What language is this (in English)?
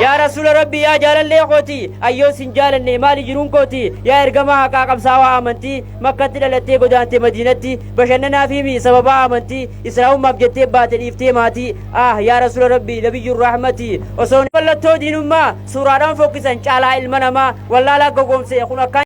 Oromo